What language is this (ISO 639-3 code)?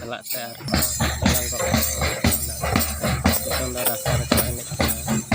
sat